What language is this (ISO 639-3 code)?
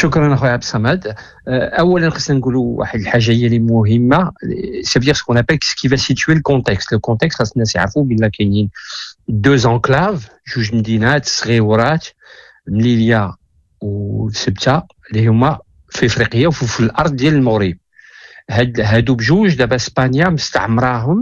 ary